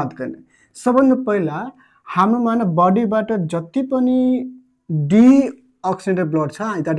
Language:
Nepali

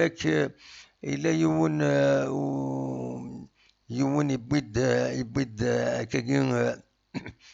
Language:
Kabyle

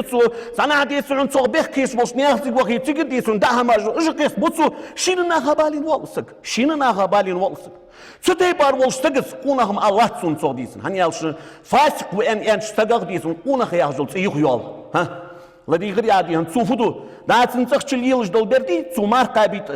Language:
Ingush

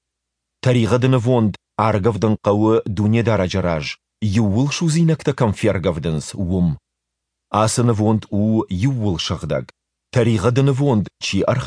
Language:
Ossetic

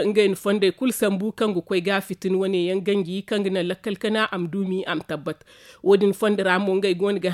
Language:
Zarma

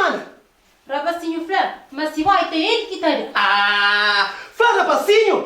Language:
Kabuverdianu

